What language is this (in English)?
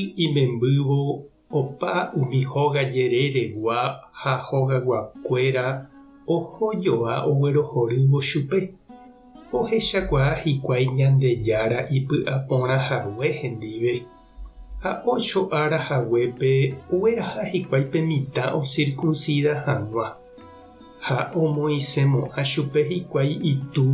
Guarani